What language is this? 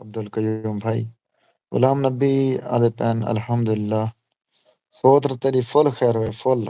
Saraiki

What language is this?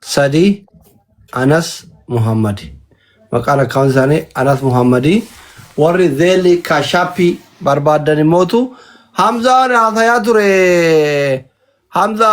Oromo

